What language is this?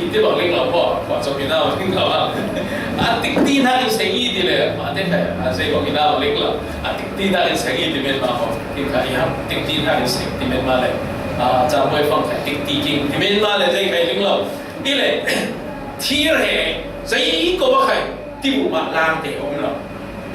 Falam Chin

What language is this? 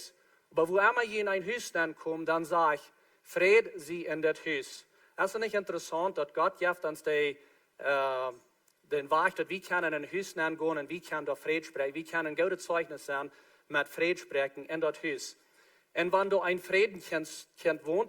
Plautdietsch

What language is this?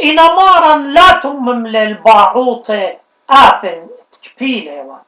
Assyrian Neo-Aramaic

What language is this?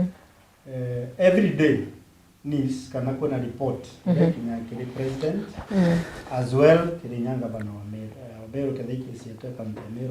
Meru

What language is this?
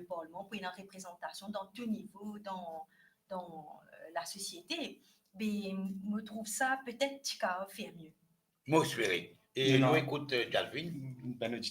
Morisyen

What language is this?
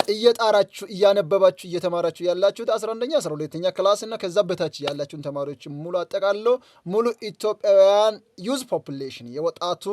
Amharic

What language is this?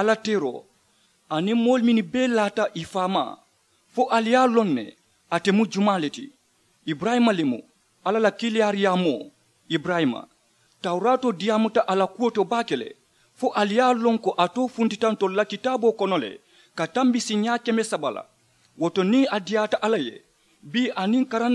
Mandingo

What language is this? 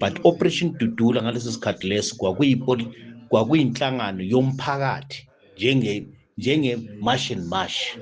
Zulu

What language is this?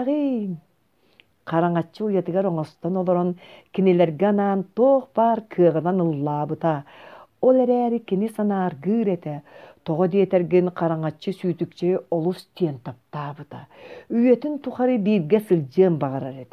Yakut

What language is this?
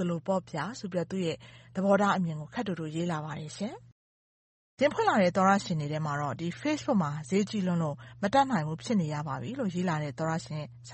Burmese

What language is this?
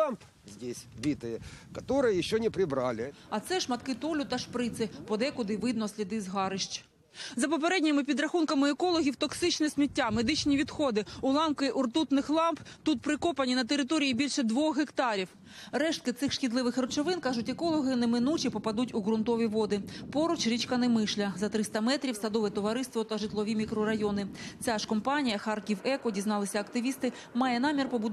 Ukrainian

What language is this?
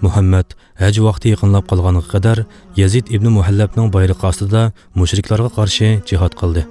Uyghur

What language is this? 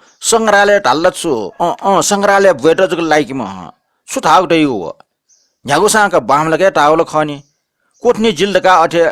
Newari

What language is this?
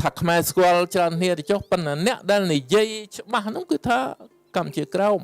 Khmer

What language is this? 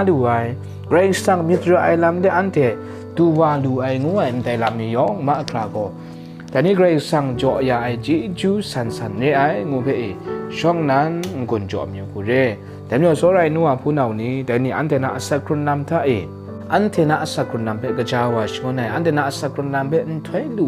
Kachin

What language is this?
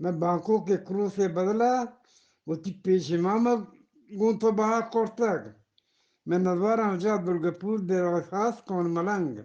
Eastern Balochi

